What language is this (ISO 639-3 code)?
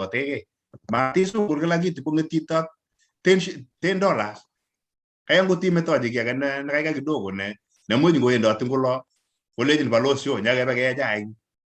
kln